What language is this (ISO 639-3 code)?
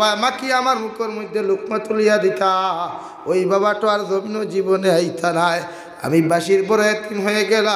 syl